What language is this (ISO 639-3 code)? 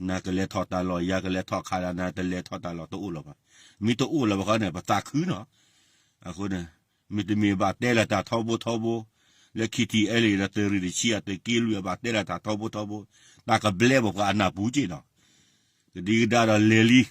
ksw